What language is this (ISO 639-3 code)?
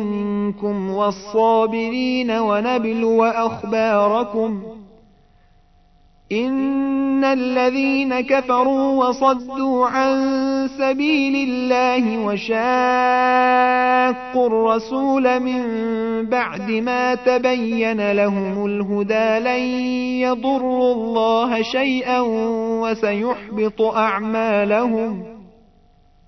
ara